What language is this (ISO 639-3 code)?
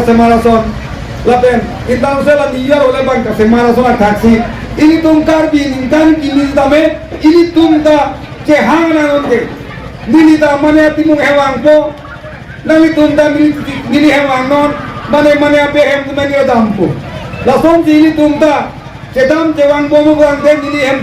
mjw